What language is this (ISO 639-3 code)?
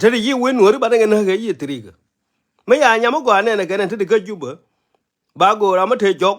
nus